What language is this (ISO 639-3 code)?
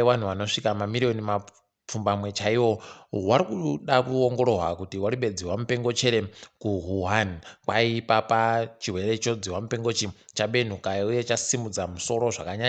ndc